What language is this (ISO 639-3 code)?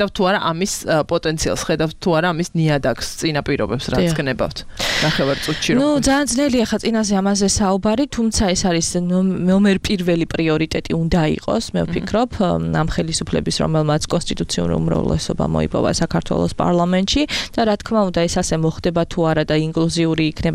kat